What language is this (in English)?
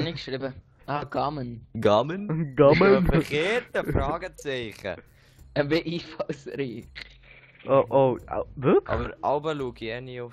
Swiss German